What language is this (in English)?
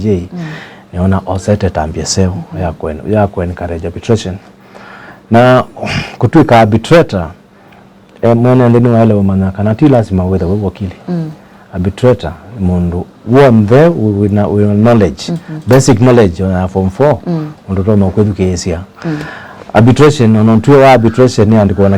Kamba